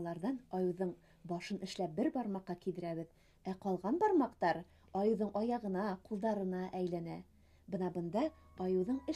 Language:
Bashkir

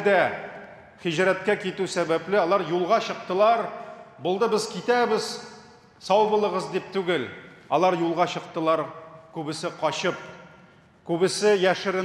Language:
Tatar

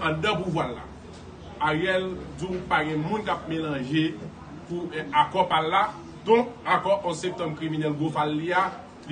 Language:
Haitian Creole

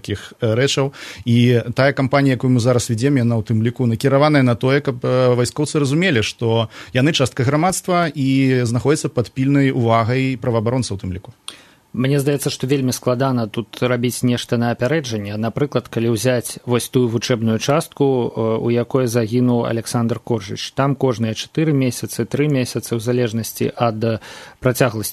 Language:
Belarusian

